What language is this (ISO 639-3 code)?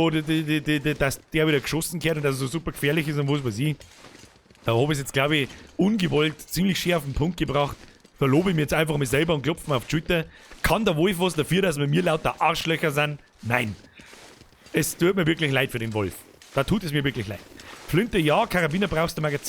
bar